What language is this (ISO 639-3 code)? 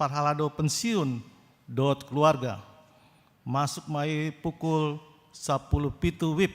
bbc